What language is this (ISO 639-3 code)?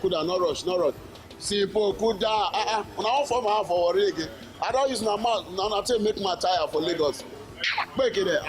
pcm